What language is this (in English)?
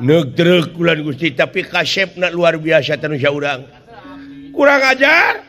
Sundanese